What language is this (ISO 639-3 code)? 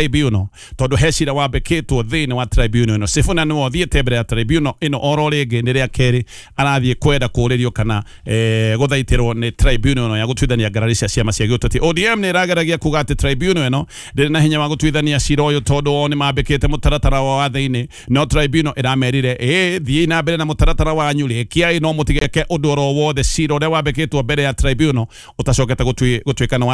kik